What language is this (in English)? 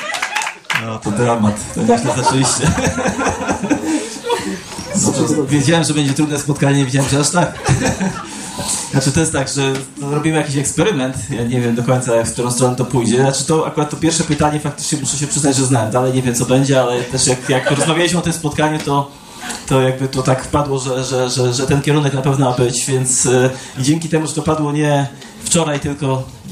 Polish